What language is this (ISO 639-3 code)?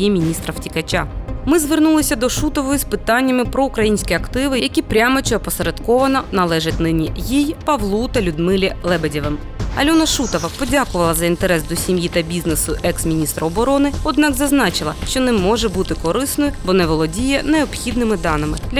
ukr